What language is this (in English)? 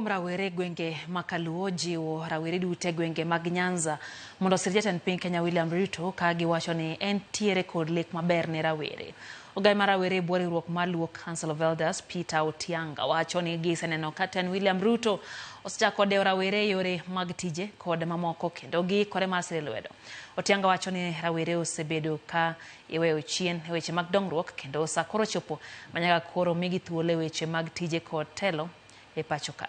Luo (Kenya and Tanzania)